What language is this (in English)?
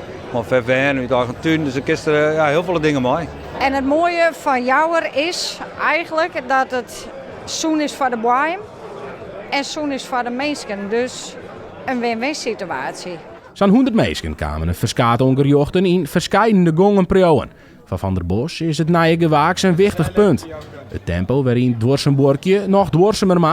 Western Frisian